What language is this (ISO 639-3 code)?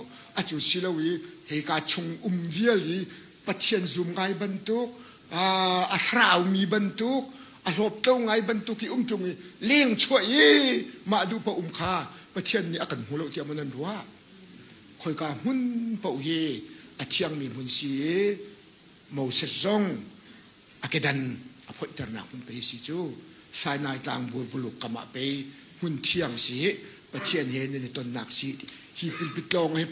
cnh